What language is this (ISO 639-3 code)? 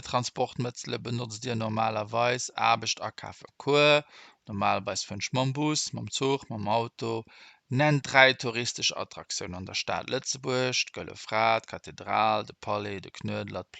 ltz